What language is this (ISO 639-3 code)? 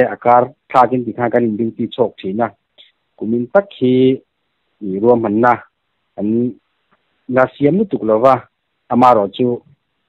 lus